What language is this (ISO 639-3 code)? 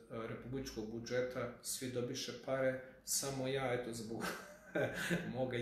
srp